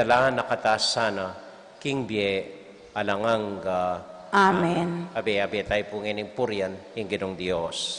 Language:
Pampanga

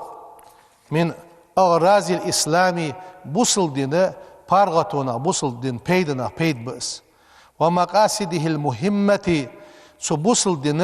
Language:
Ingush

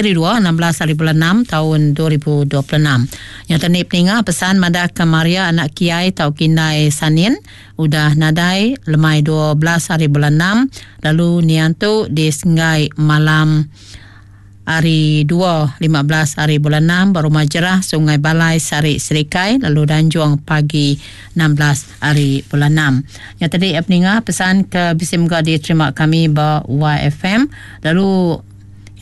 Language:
Iban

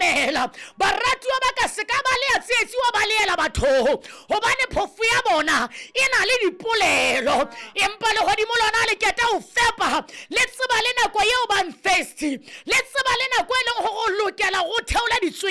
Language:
Southern Sotho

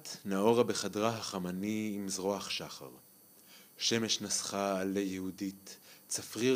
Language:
Hebrew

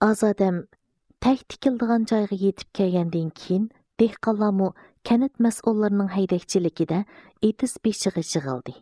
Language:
Uyghur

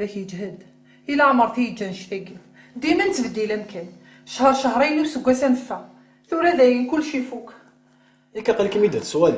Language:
Kabyle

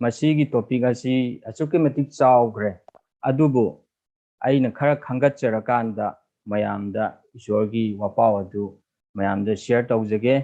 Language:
Manipuri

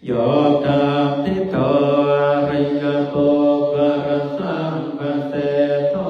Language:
Pali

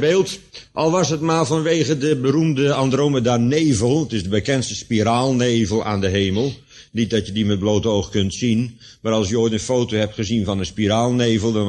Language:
Dutch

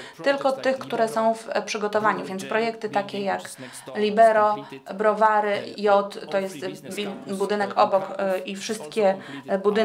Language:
Polish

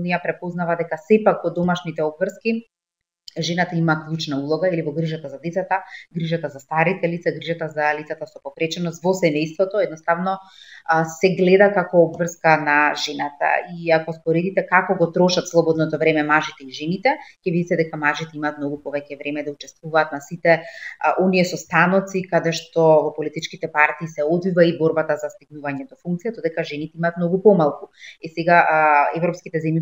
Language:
Macedonian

